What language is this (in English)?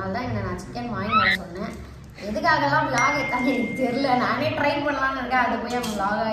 Tamil